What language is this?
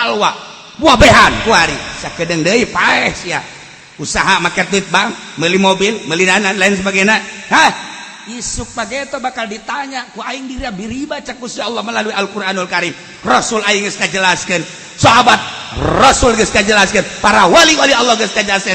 Sundanese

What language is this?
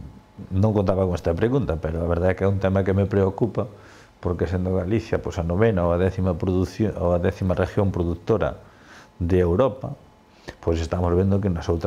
Galician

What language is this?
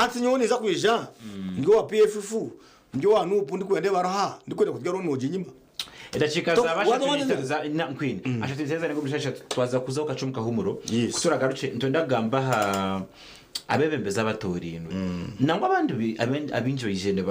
Nyankole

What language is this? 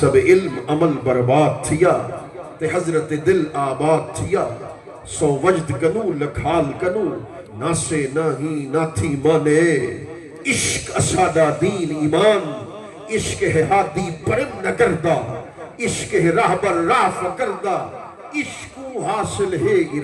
Saraiki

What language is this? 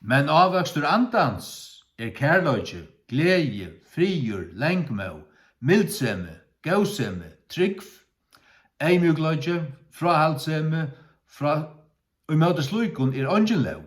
Faroese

